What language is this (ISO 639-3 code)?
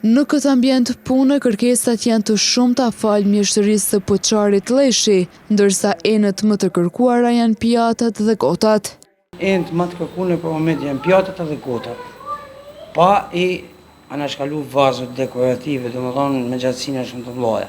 sqi